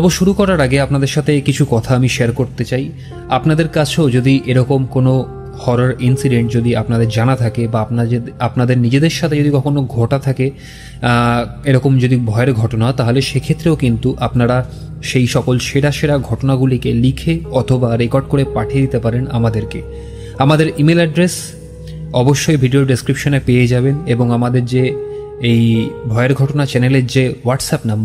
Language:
Bangla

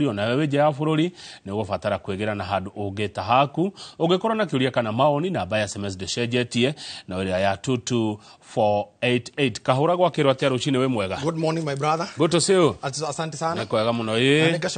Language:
Kikuyu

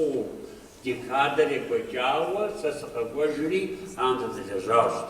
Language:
Kabardian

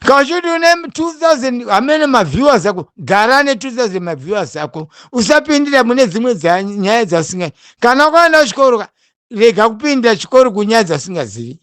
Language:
Shona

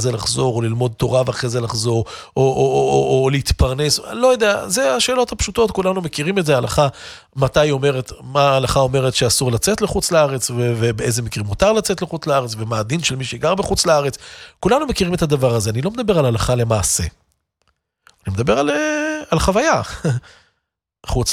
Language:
Hebrew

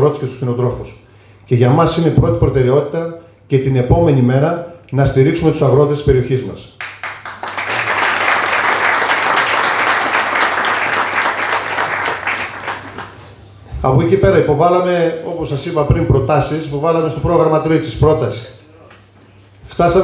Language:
Greek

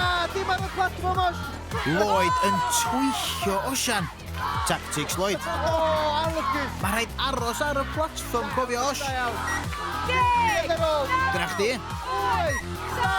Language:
Welsh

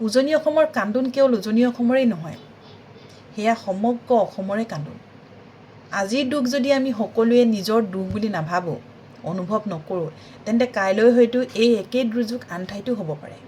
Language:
Assamese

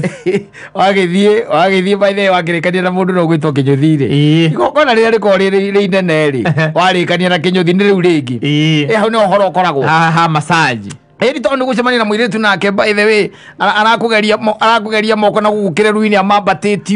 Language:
Kikuyu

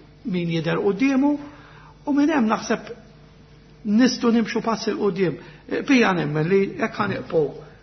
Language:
Maltese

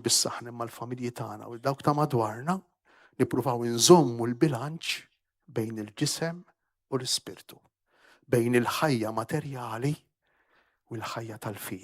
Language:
Maltese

